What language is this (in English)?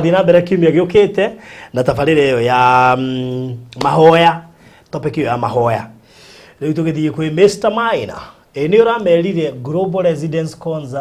Kikuyu